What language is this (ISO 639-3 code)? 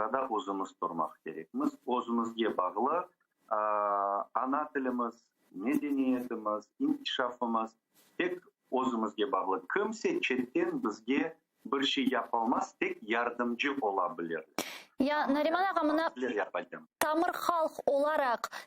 crh